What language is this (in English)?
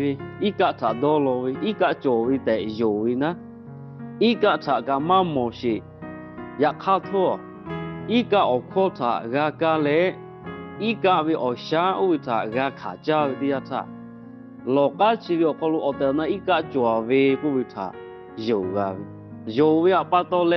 Lahu